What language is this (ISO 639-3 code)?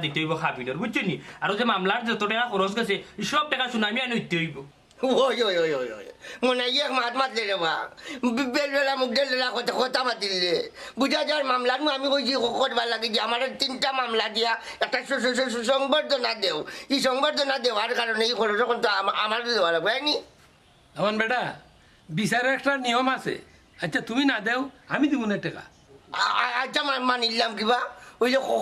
syl